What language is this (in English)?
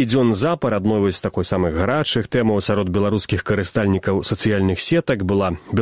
Belarusian